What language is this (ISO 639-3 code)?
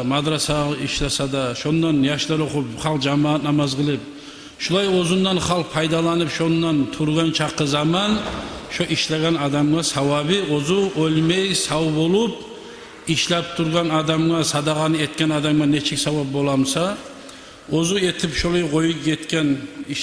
kum